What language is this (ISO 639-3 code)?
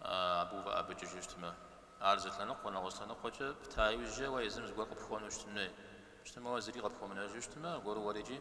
kbd